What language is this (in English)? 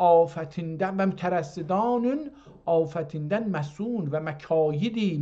South Azerbaijani